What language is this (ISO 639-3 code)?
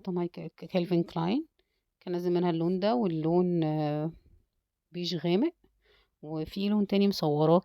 arz